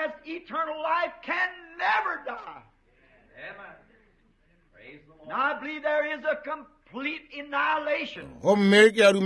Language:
Northern Sotho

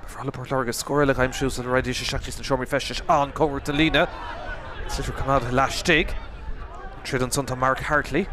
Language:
Irish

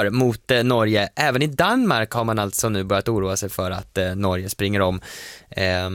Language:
Swedish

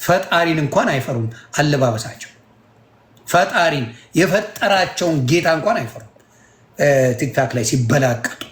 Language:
Amharic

